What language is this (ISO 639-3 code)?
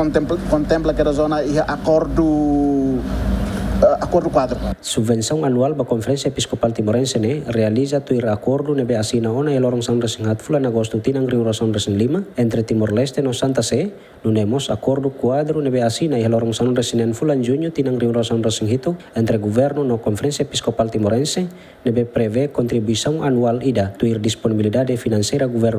tet